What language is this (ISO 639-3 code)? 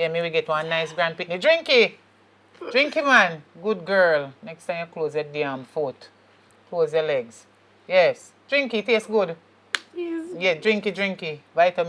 jam